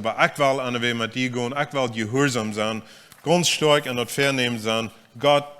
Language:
Plautdietsch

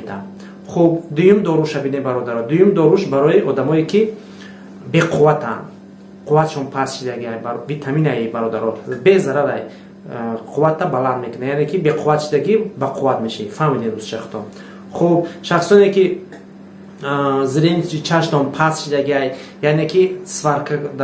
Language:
Tajik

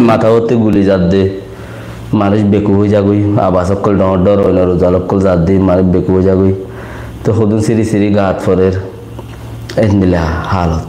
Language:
Rohingya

